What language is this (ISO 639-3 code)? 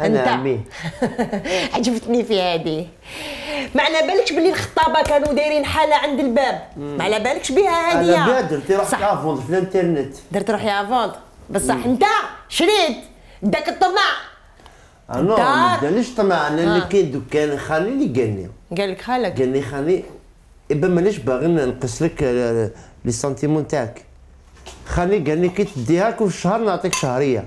arq